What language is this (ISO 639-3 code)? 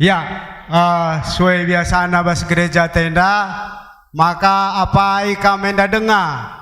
btx